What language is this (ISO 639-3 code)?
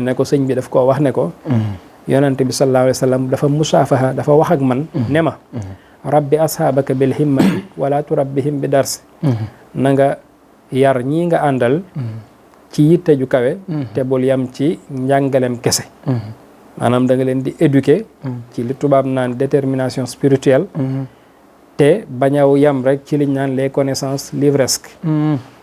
wol